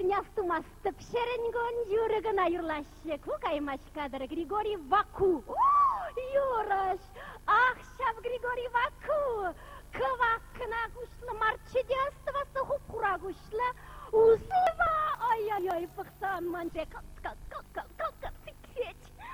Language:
Chuvash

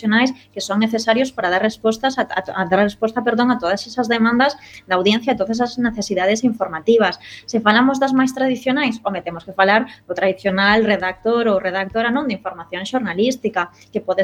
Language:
Galician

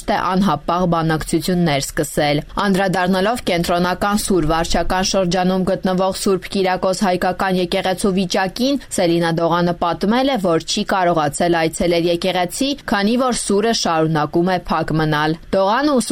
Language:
Armenian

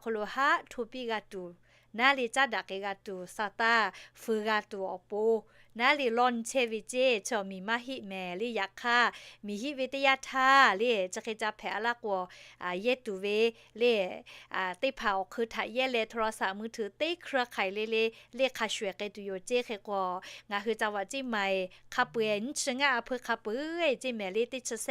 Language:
Lahu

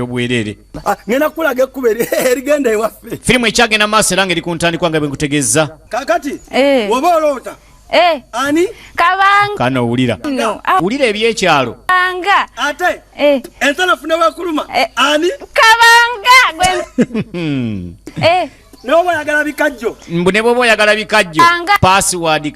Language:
Ganda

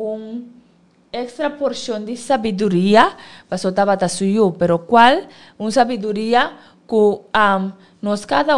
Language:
Papiamento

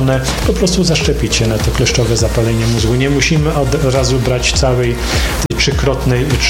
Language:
Polish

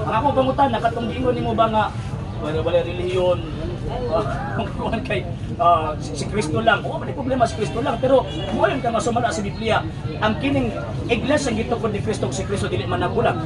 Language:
Cebuano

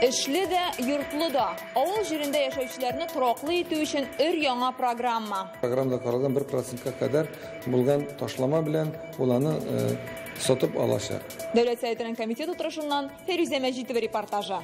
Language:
Tatar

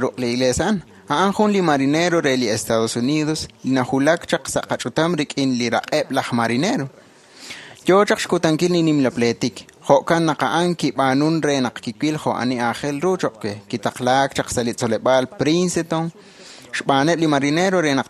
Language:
Kekchí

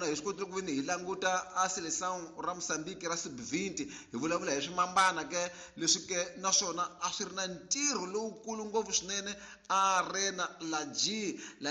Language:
Tsonga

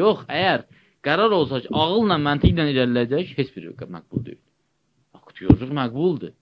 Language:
Azerbaijani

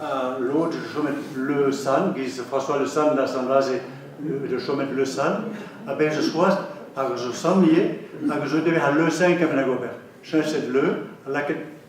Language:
Breton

